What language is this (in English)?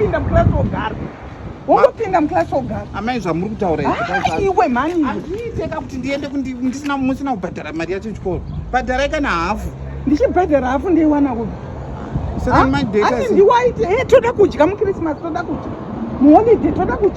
Shona